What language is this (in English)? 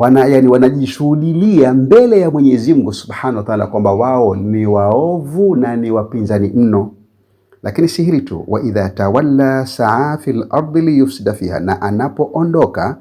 Swahili